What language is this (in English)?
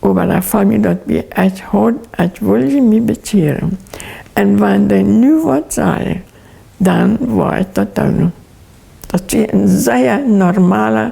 Plautdietsch